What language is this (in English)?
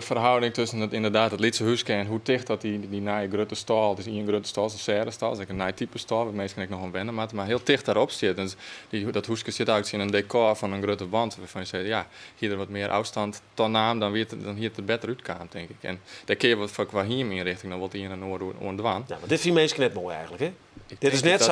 Western Frisian